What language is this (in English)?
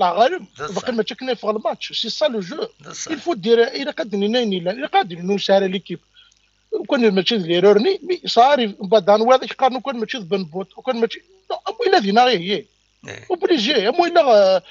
Kabyle